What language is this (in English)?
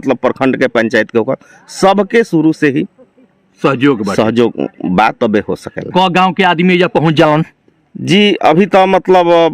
Bhojpuri